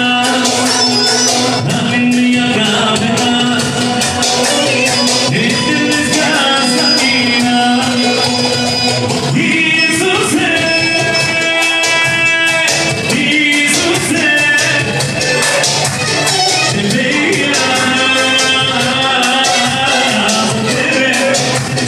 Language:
Bulgarian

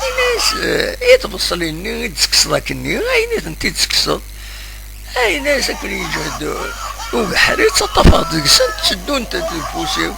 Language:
Kabyle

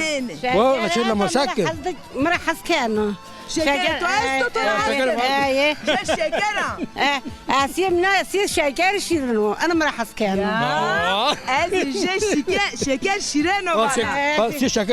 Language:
Zaza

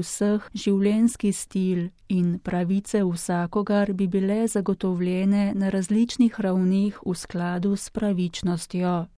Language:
Slovenian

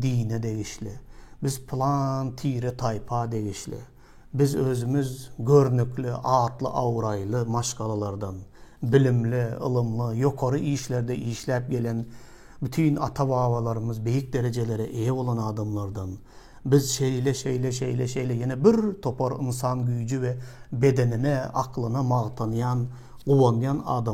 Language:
Turkmen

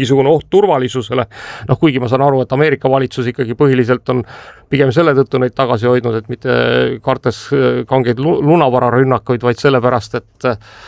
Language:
Estonian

